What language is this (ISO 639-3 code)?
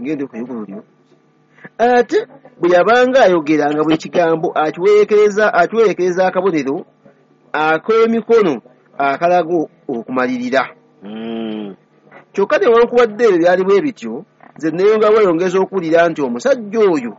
lug